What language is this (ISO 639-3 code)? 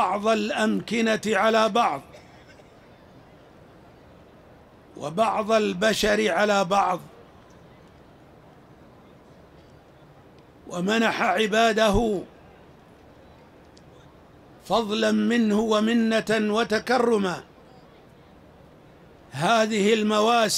ara